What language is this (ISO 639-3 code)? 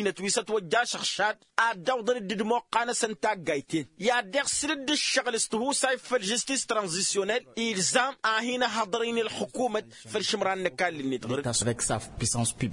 taq